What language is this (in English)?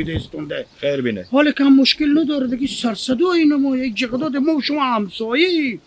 Hazaragi